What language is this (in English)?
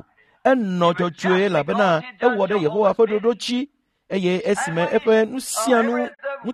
Ewe